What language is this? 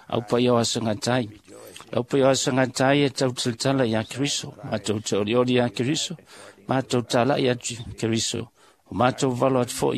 Samoan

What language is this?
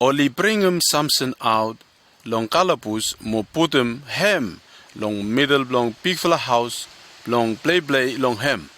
Bislama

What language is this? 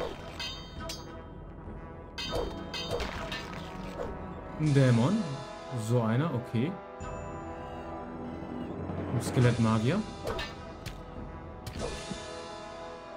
German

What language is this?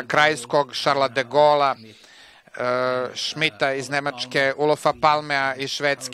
Serbian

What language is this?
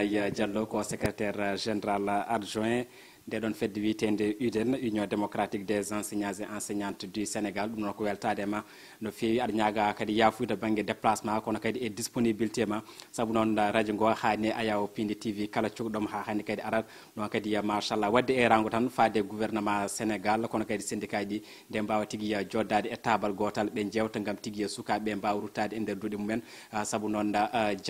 Fula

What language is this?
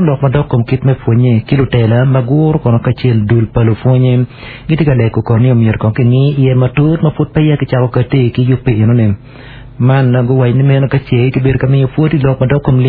Acoli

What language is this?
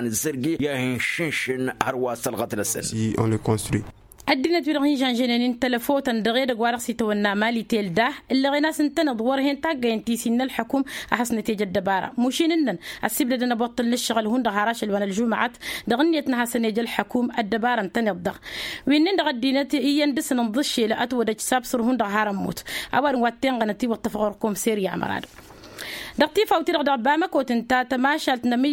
Tamasheq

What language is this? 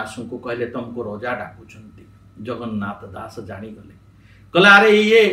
Odia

